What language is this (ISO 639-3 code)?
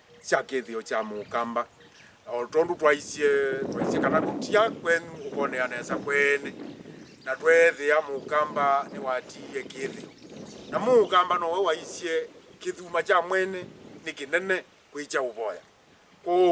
kam